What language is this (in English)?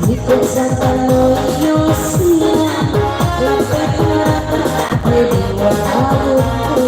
Minangkabau